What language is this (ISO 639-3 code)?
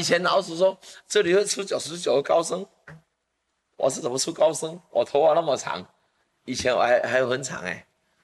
zho